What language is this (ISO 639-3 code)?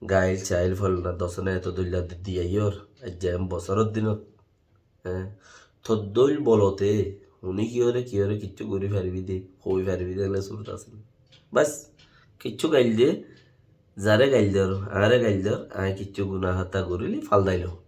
rhg